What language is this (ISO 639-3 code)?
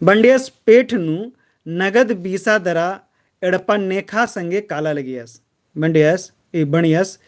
kru